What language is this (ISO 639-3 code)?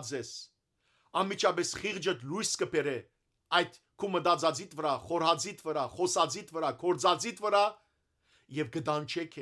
hyw